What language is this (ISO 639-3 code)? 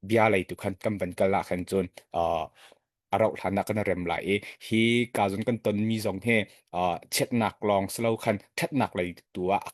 cnh